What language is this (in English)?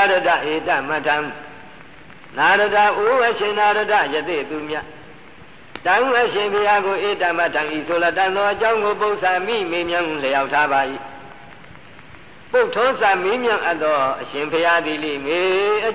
Burmese